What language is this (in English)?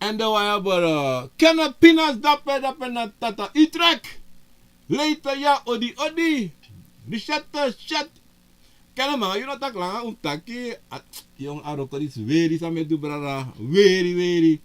Sranan Tongo